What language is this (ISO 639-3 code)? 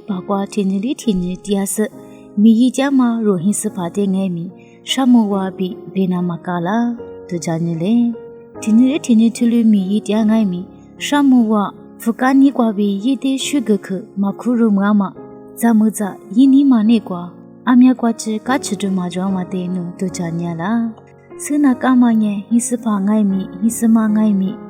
lis